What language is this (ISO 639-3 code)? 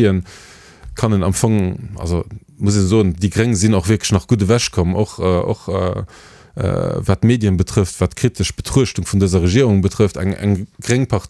ltz